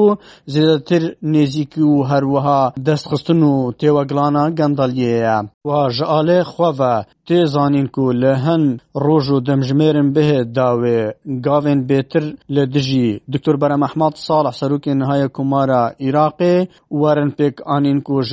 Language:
Kurdish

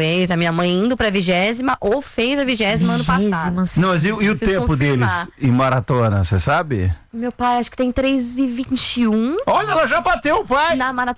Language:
Portuguese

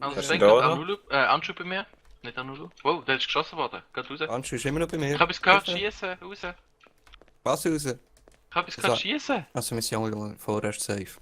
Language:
Swiss German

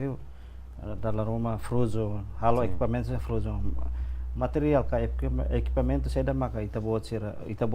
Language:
Tetum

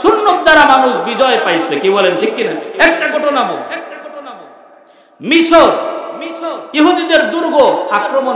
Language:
Bangla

